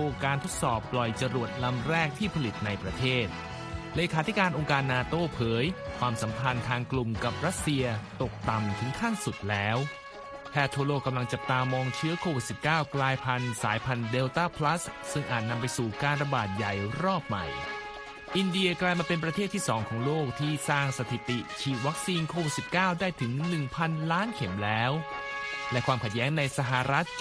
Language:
Thai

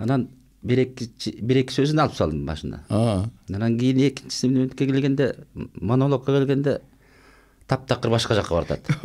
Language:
Kyrgyz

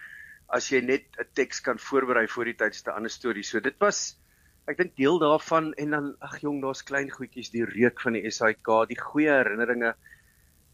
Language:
Afrikaans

